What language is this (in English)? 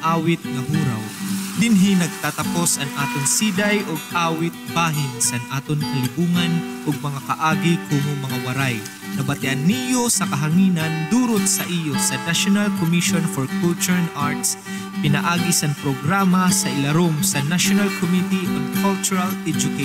Waray